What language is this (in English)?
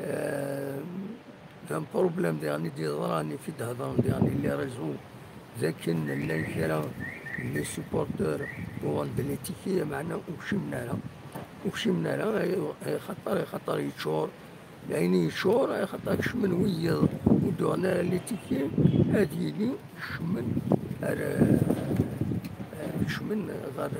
Kabyle